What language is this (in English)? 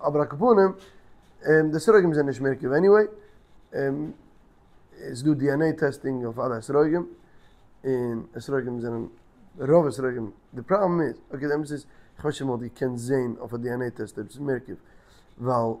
Yiddish